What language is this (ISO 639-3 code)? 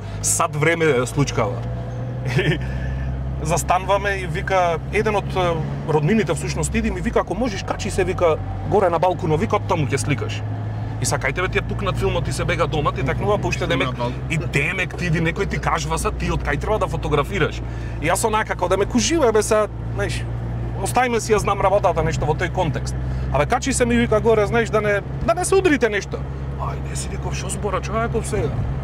mkd